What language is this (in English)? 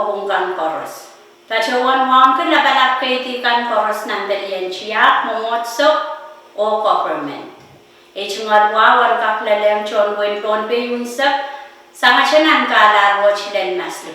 Pohnpeian